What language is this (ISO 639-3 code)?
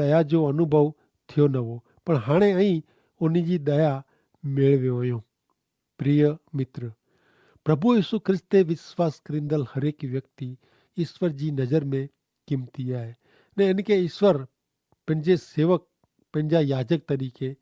kfr